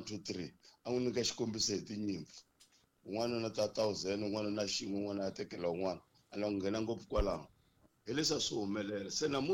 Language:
Tsonga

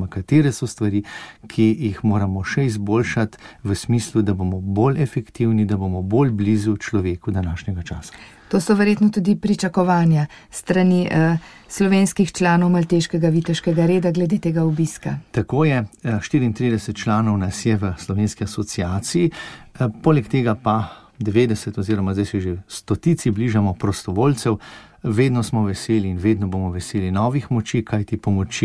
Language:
Slovenian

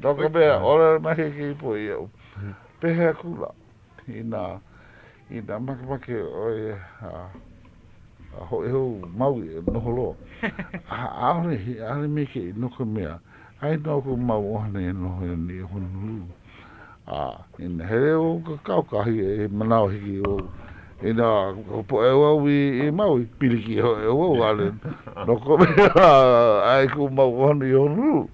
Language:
Hawaiian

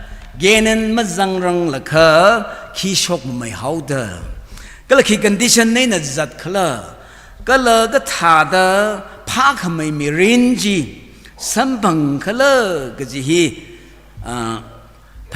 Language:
Tangkhul Naga (India)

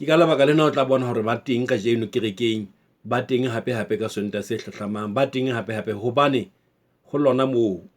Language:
Southern Sotho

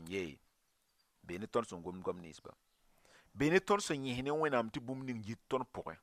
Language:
Mossi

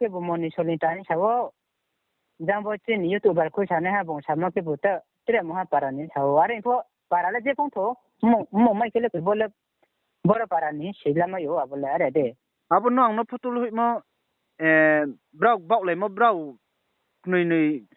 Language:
Riang (India)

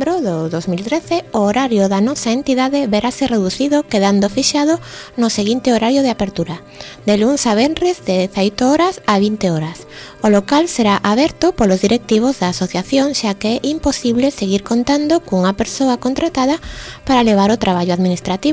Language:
Galician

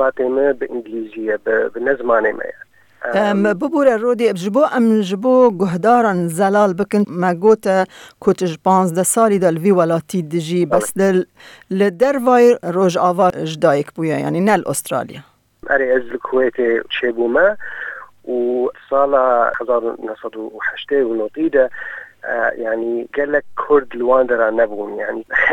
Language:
Kurdish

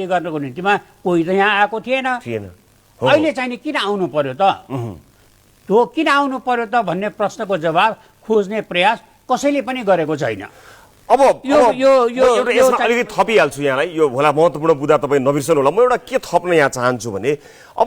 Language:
Nepali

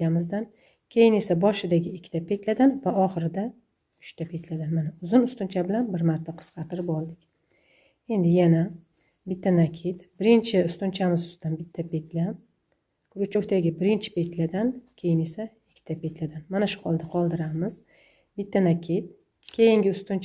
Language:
Uzbek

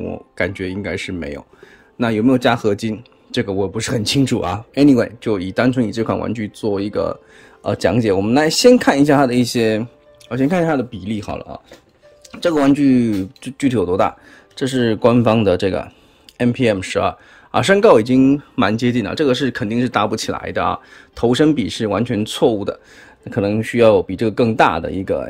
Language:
Chinese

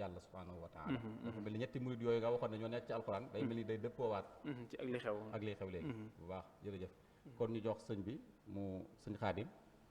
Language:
Wolof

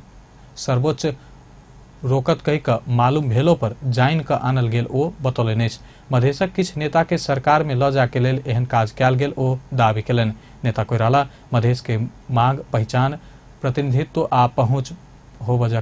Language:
Maithili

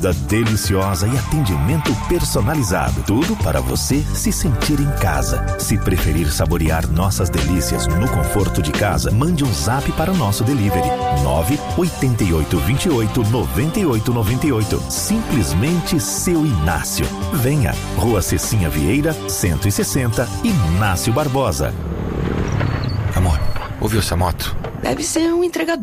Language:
Portuguese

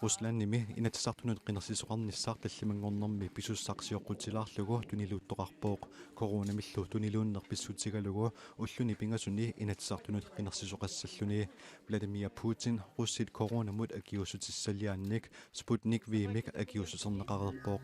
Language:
Kalaallisut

